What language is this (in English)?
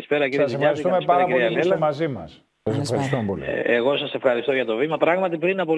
Greek